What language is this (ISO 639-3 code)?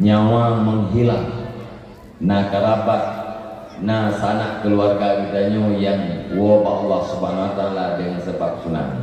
ace